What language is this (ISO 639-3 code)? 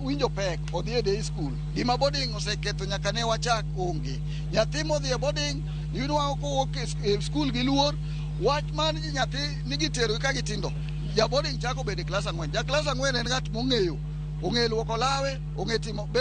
luo